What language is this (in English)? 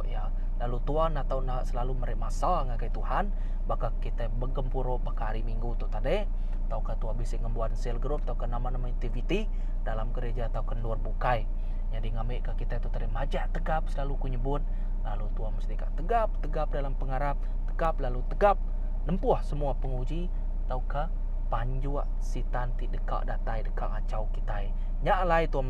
Iban